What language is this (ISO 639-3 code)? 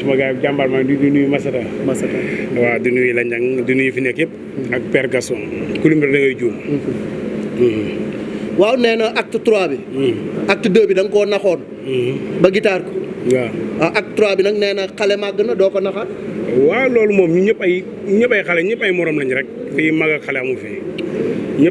wol